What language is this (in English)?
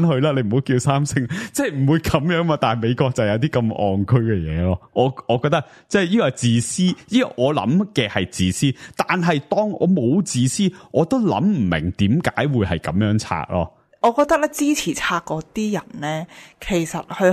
Cantonese